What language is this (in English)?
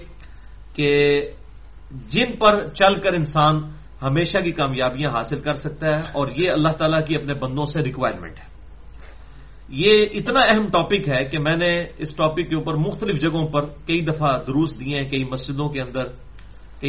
Urdu